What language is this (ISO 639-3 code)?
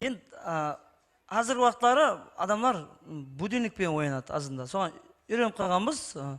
kaa